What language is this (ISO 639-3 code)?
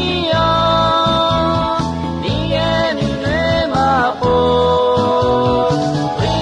ahk